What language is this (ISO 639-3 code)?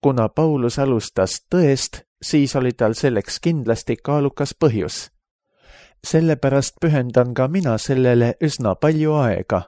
est